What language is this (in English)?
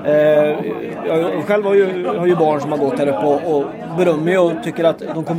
Swedish